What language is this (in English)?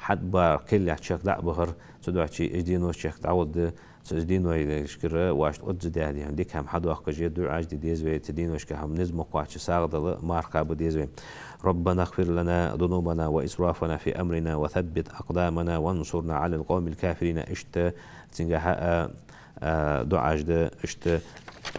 Ingush